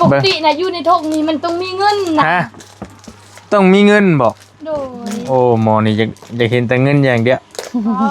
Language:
Northeastern Thai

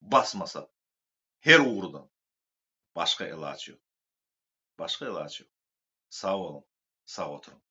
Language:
Turkmen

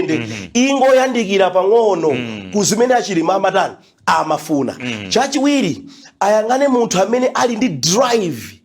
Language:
Nyanja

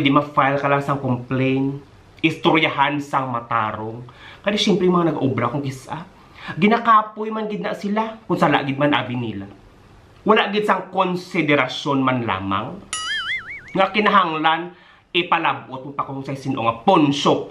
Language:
Hiligaynon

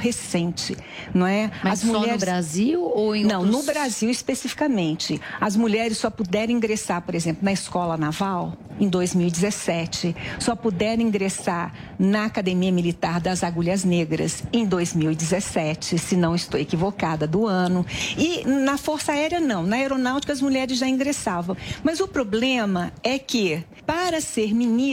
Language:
Portuguese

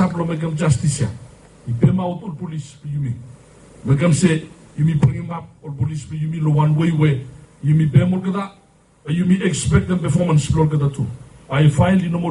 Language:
Bislama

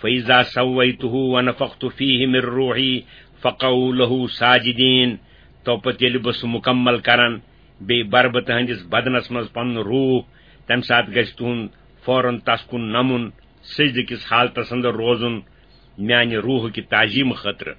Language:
Kashmiri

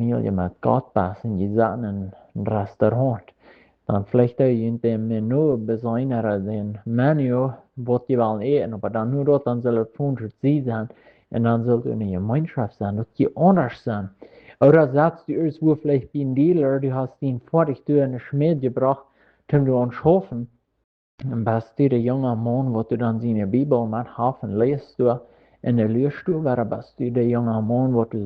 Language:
Plautdietsch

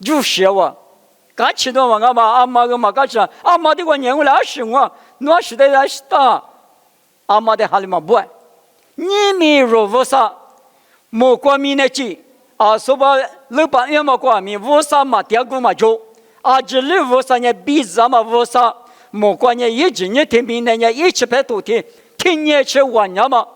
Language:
Lisu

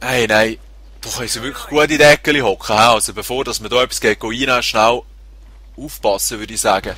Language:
Swiss German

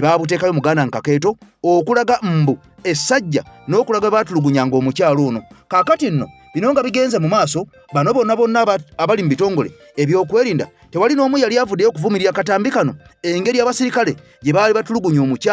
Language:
Ganda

